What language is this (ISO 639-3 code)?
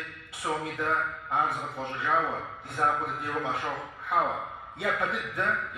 kbd